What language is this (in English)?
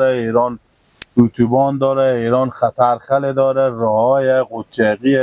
Persian